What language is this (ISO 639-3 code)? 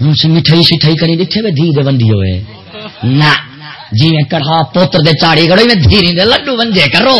skr